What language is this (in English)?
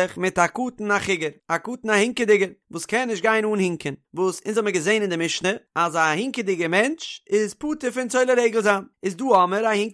Yiddish